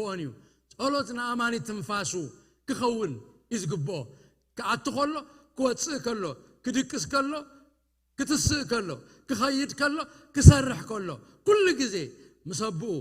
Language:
Tigrinya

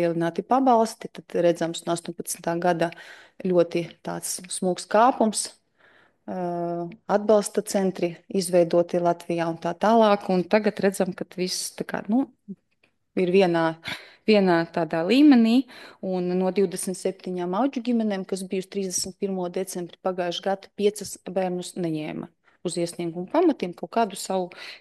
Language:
Latvian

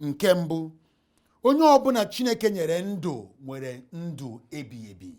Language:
Igbo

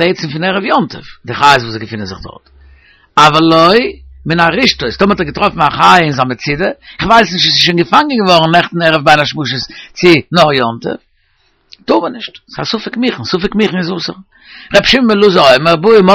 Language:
Yiddish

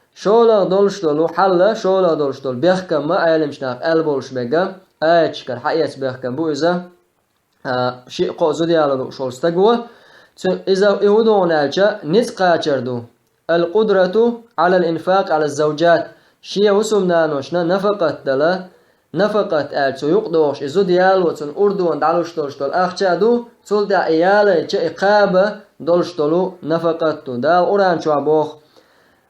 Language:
Chechen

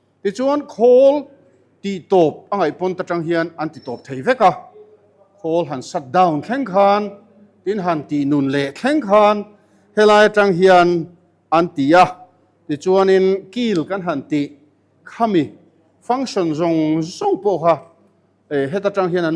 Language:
Mizo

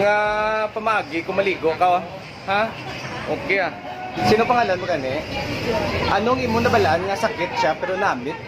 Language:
Hiligaynon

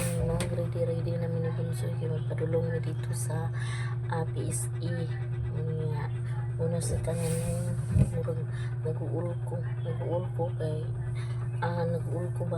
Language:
Cebuano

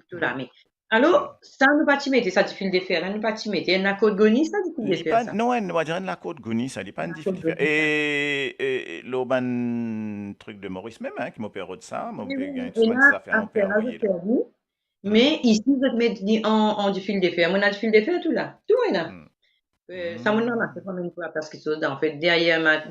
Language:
Morisyen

